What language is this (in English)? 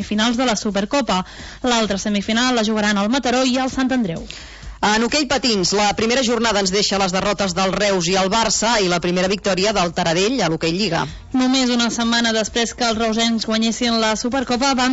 Catalan